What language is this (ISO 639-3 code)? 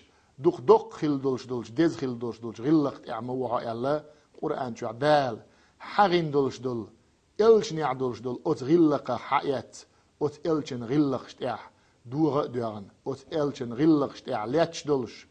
che